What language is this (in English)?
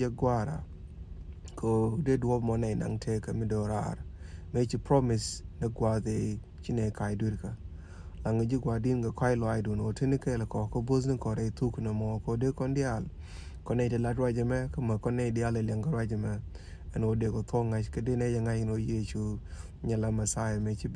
Nuer